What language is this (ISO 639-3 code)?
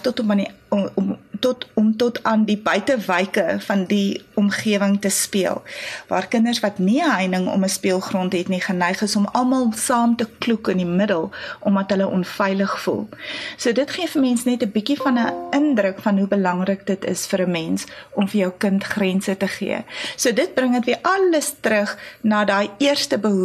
afr